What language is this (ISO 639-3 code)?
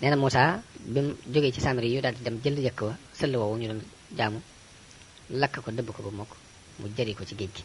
wol